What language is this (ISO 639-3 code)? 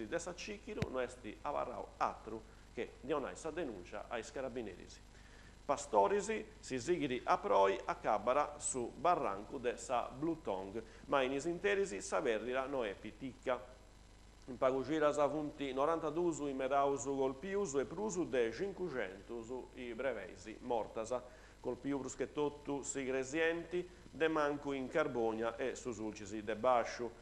srd